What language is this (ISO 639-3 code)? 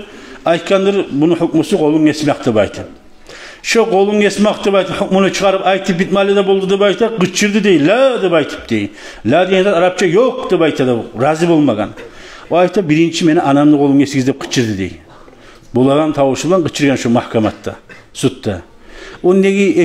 kum